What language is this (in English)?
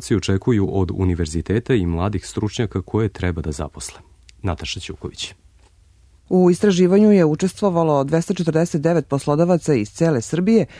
Serbian